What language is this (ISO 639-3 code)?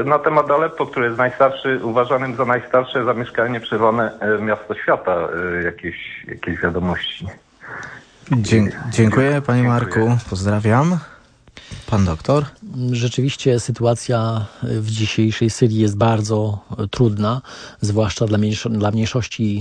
pol